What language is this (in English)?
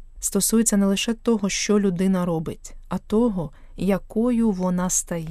Ukrainian